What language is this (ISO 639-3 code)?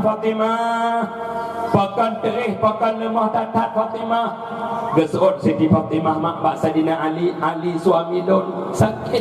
ace